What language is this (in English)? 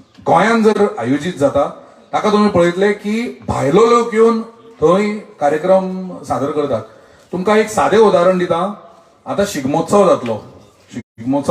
Konkani